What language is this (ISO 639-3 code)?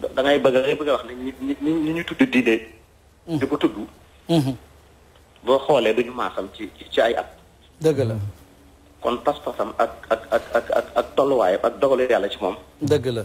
wol